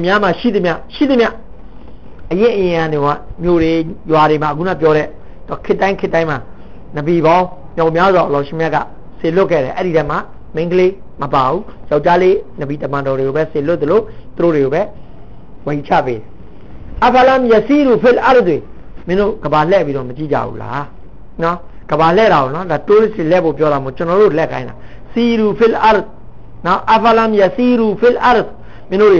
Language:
Burmese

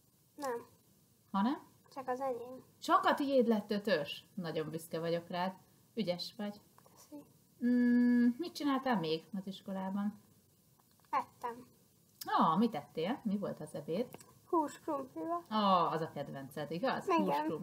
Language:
Hungarian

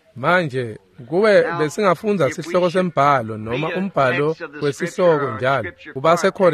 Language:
Swati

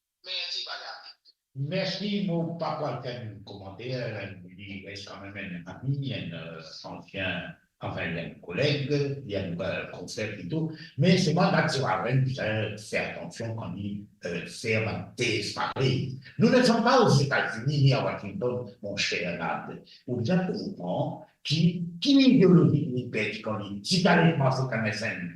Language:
Morisyen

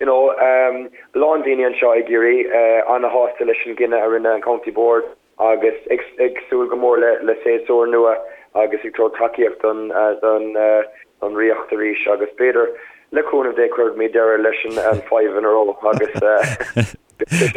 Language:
Irish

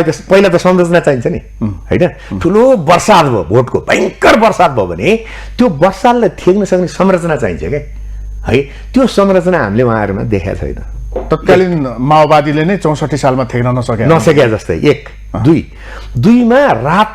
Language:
Nepali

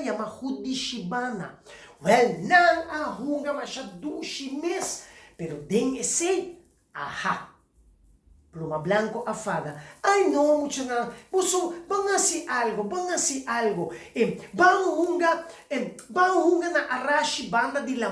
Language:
Papiamento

